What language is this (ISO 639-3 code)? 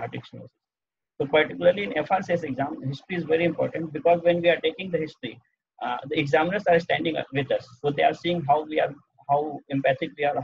eng